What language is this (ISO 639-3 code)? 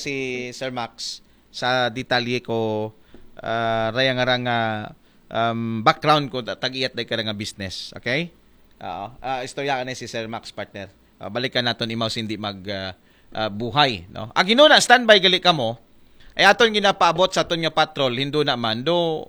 akl